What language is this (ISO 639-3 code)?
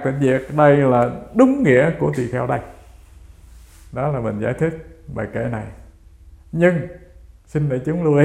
vie